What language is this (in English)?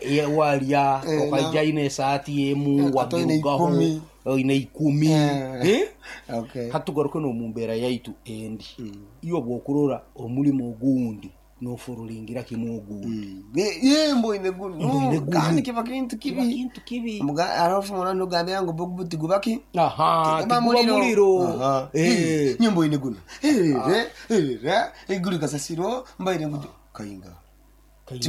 Nyoro